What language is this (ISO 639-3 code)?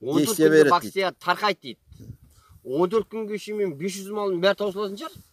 kaz